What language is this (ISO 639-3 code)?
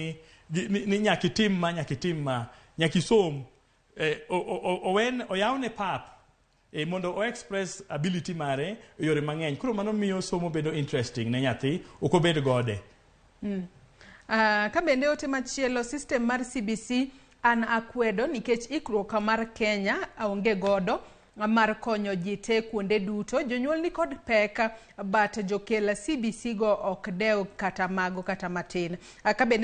luo